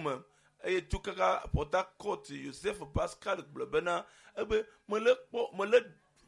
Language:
Ewe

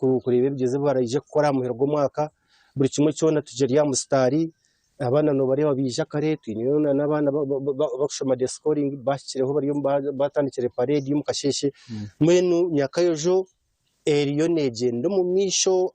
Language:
Nyankole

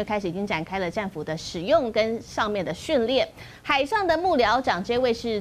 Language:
Chinese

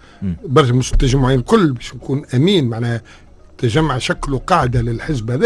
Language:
Tunisian Arabic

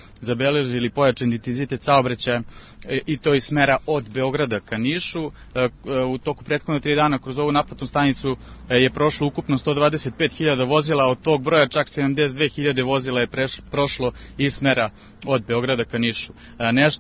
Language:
Serbian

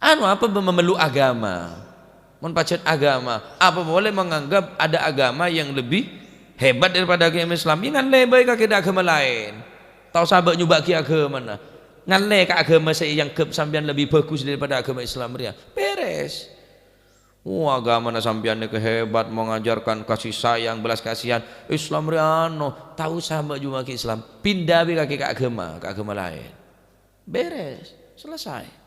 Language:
Madurese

